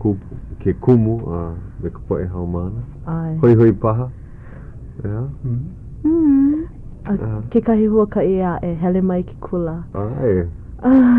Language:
Hawaiian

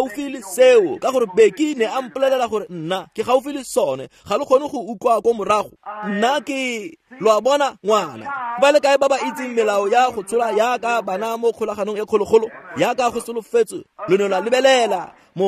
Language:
Tswana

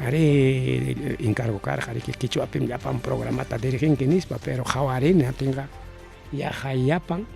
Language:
Ayacucho Quechua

